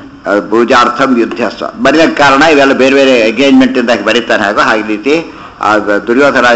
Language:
Kannada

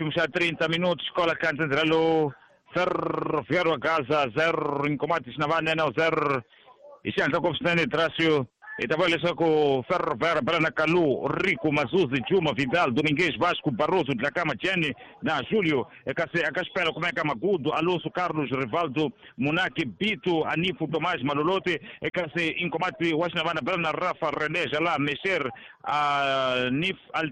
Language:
Tsonga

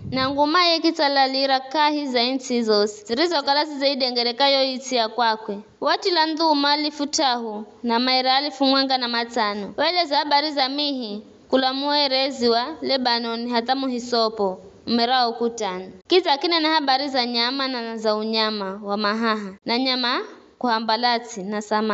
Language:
Giryama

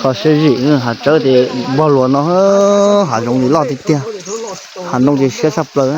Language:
Hmong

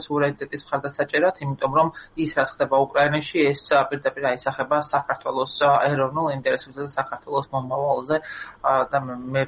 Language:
Georgian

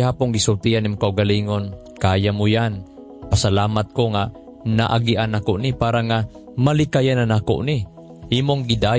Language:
Cebuano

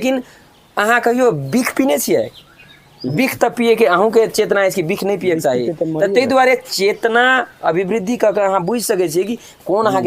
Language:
Maithili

